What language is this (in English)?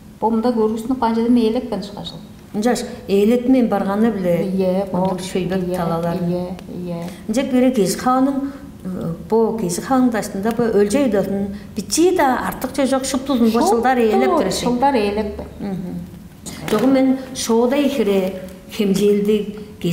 Tuvinian